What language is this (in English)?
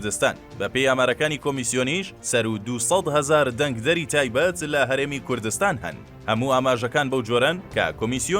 Central Kurdish